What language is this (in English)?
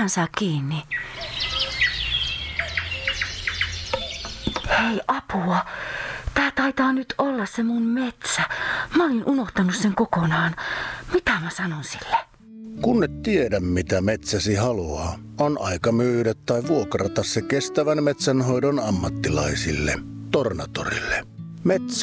Finnish